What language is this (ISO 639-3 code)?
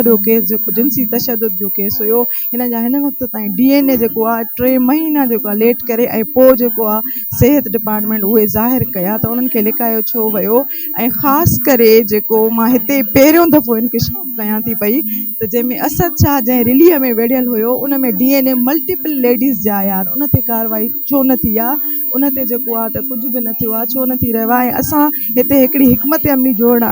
snd